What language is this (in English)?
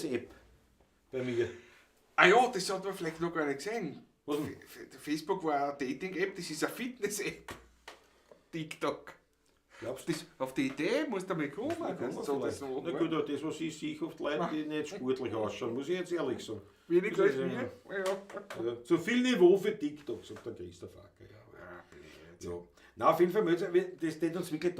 Bavarian